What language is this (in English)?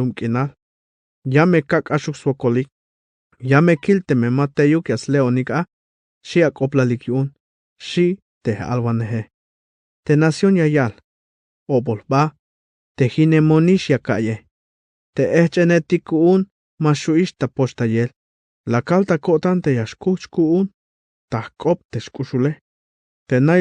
Tzeltal